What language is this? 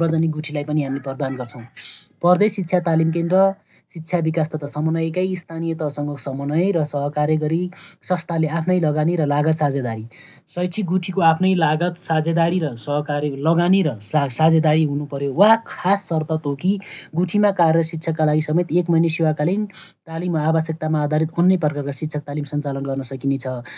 Nepali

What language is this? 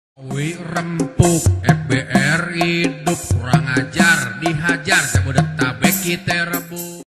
Betawi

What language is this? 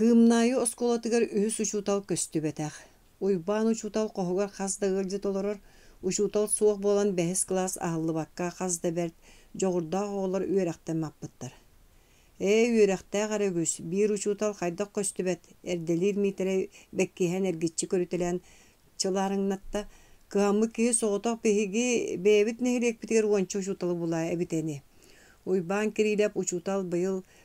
Yakut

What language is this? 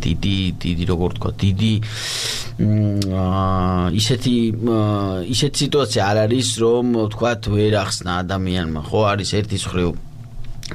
Georgian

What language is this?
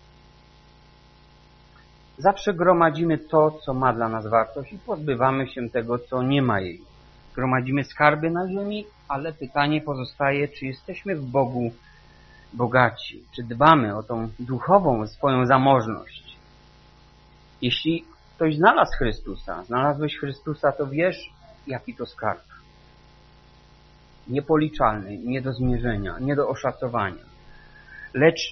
Polish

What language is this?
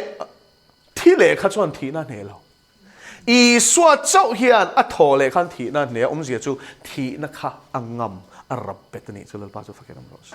Mizo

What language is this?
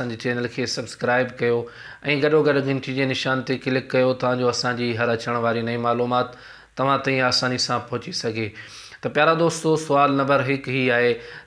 Sindhi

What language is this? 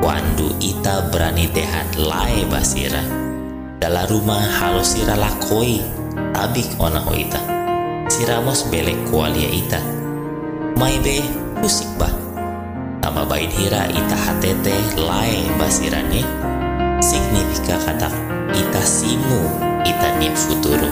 Tetum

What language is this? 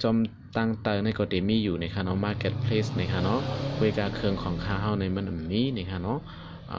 Shan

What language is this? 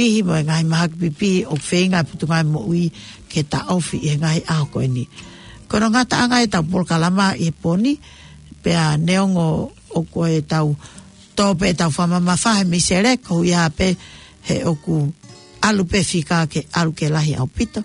Tongan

